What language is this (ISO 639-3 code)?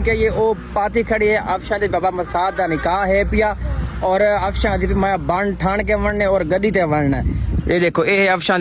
skr